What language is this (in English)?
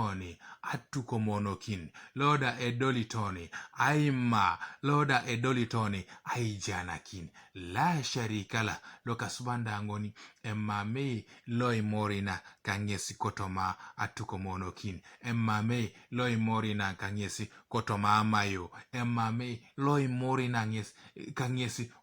Teso